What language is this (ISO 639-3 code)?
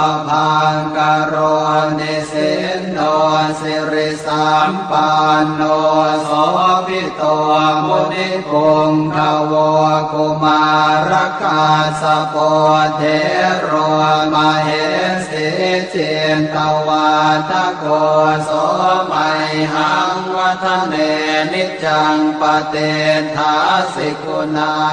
pli